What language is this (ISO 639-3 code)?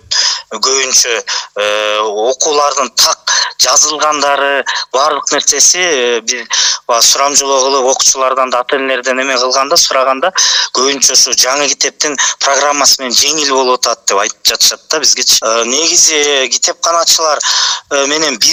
kir